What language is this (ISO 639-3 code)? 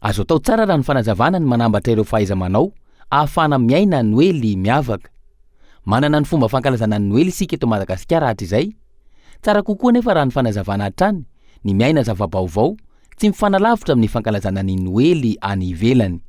mlg